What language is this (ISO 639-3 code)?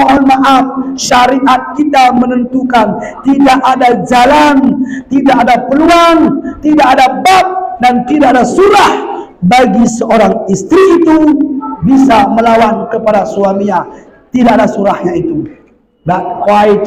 btz